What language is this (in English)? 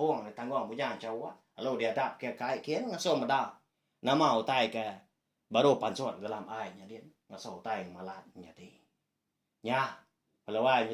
Iban